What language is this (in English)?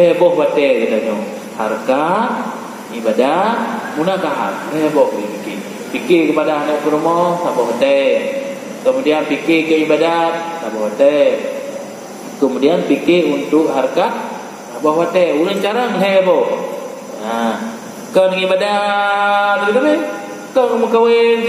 Achinese